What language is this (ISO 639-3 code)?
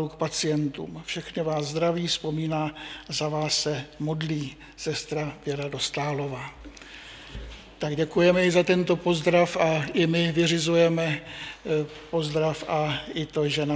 ces